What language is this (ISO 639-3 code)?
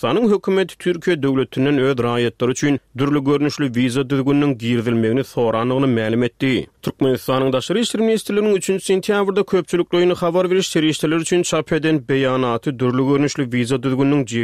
tuk